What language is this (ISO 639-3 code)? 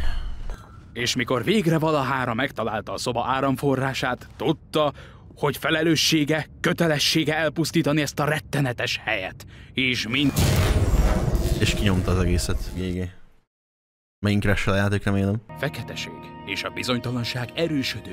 hun